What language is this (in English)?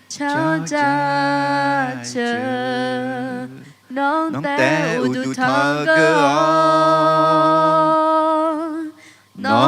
Akha